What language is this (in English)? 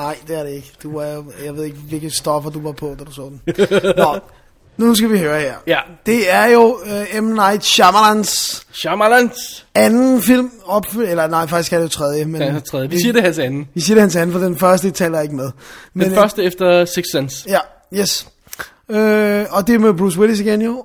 Danish